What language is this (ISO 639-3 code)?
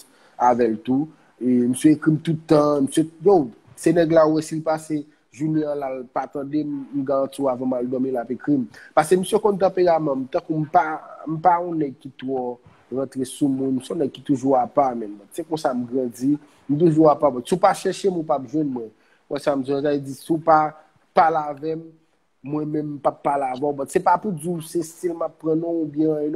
hat